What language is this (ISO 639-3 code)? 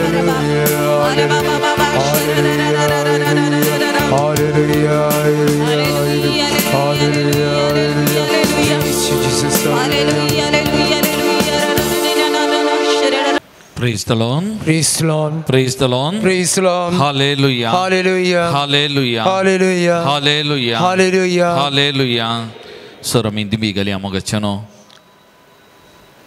kok